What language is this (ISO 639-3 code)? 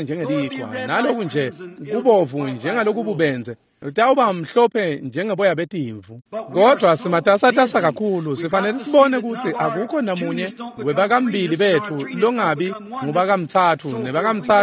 ssw